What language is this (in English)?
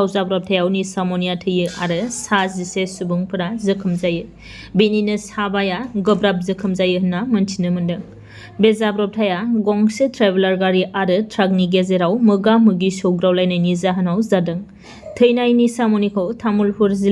Bodo